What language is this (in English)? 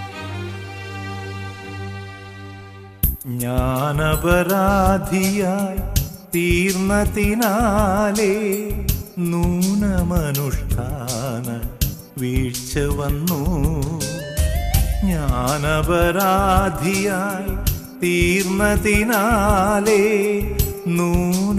Malayalam